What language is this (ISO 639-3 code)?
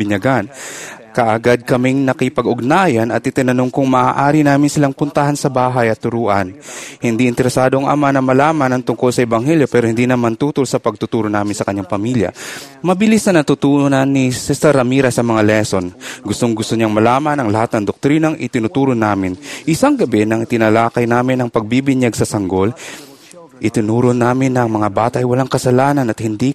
fil